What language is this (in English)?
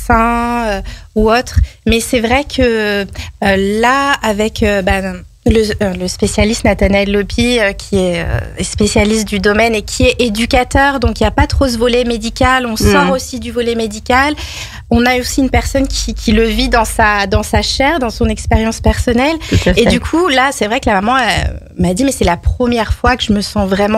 French